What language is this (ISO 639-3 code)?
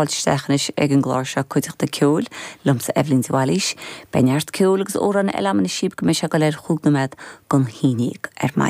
gle